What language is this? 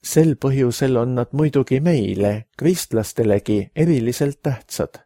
Estonian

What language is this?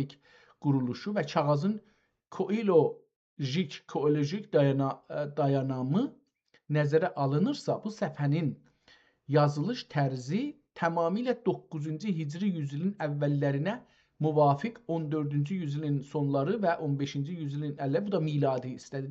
South Azerbaijani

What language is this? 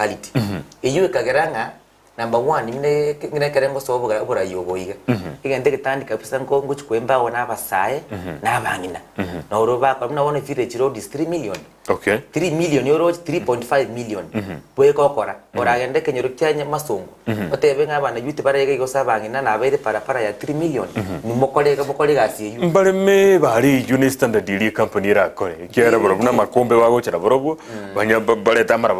Gusii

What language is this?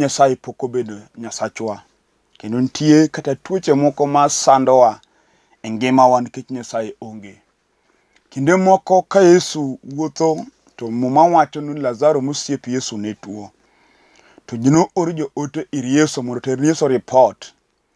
Luo (Kenya and Tanzania)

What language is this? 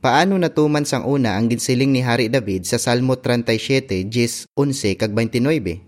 Hiligaynon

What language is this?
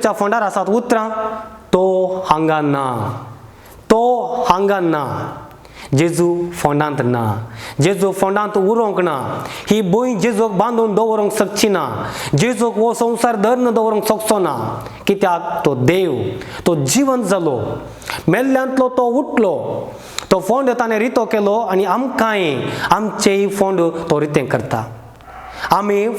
Konkani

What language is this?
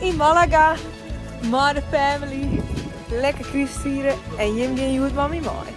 Western Frisian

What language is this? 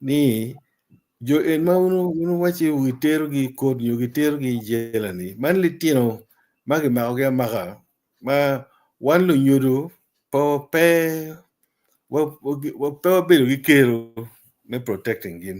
Acoli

